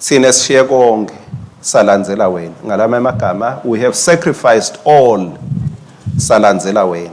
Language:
Swati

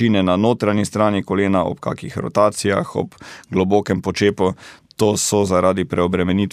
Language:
Slovenian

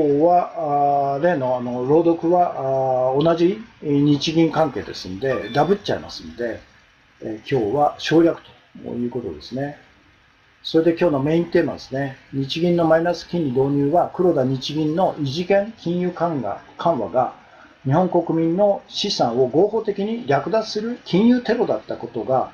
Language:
Japanese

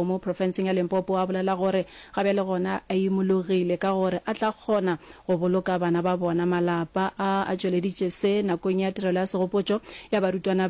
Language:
Northern Sotho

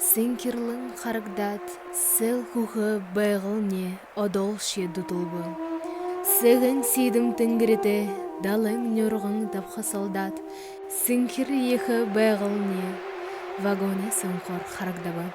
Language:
Buriat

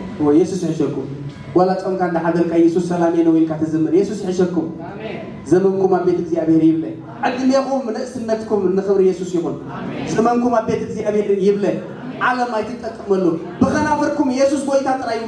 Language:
Tigrinya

